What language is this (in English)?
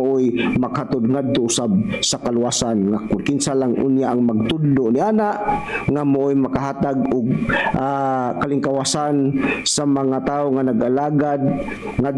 Cebuano